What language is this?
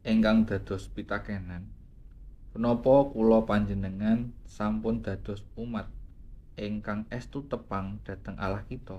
Javanese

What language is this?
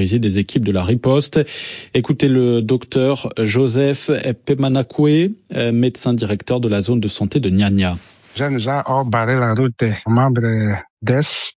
French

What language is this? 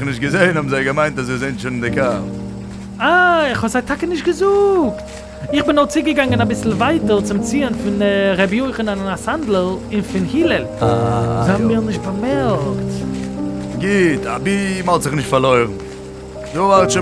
Yiddish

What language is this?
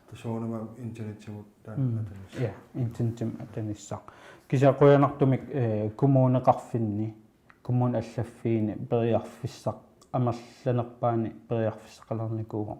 Kalaallisut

